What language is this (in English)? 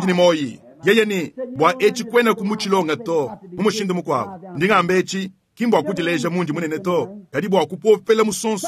Luba-Lulua